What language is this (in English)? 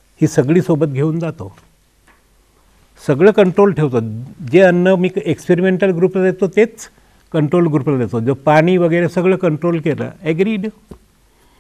Marathi